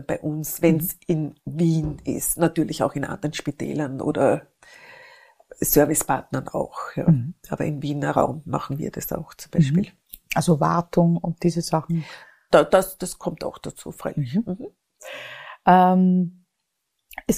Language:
German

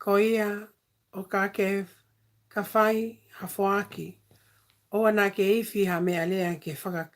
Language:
Tongan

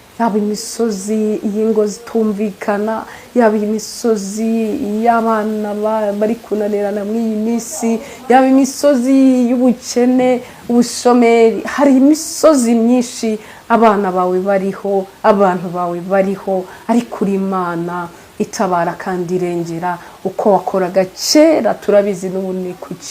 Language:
Kinyarwanda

